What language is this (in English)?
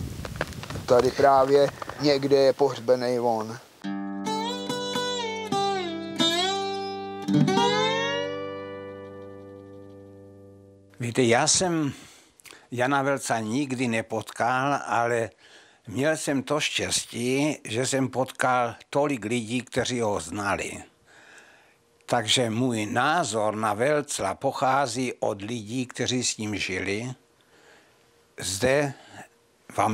Czech